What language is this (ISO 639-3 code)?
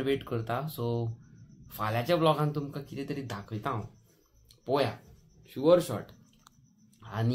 kok